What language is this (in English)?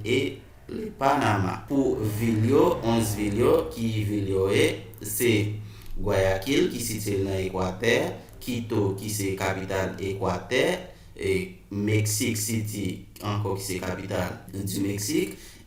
Haitian Creole